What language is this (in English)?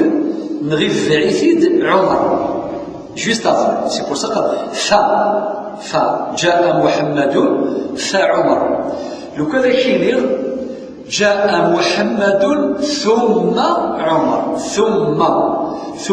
Kabyle